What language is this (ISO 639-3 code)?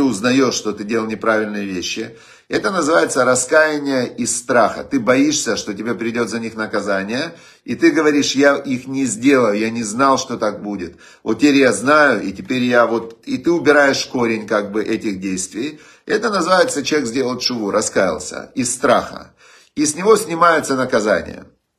rus